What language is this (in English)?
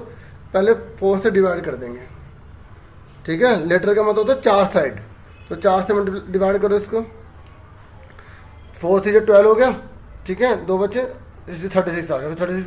Hindi